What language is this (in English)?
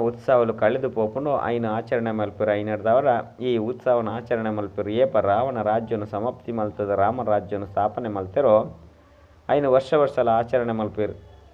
Tulu